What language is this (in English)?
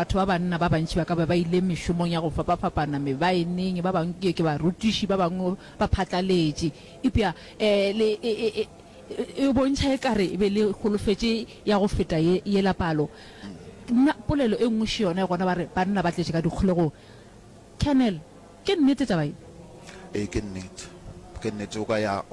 Northern Sotho